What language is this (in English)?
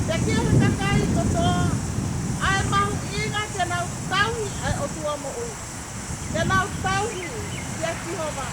Tongan